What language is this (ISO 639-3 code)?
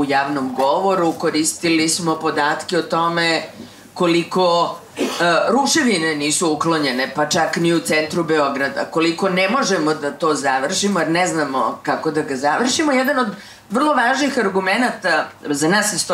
srp